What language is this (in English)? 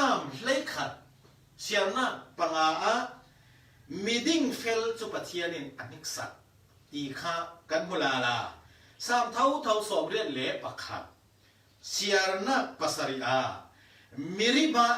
Falam Chin